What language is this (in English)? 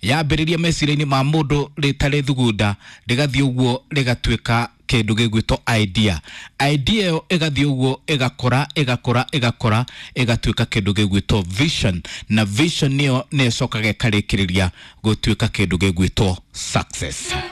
Kikuyu